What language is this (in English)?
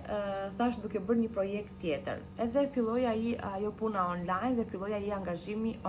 Albanian